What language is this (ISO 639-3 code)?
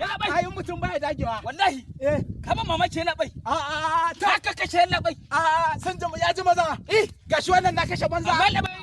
hau